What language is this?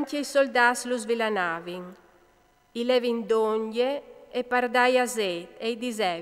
Friulian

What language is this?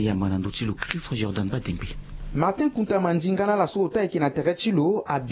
Sango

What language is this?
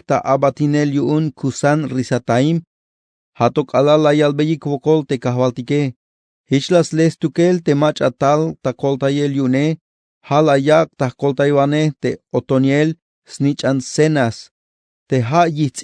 Tzeltal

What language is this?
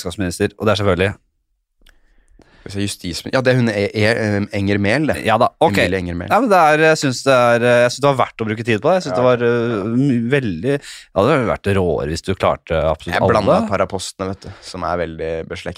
Norwegian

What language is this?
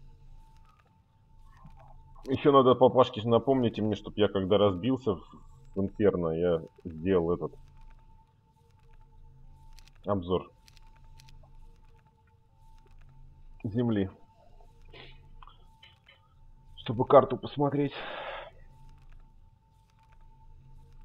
Russian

